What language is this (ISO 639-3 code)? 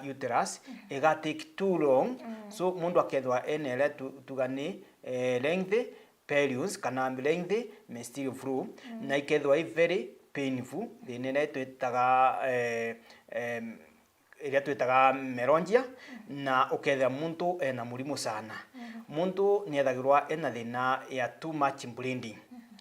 mer